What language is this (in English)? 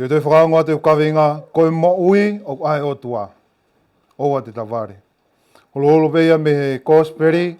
Tongan